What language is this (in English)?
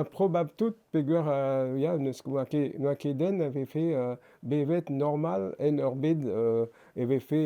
Breton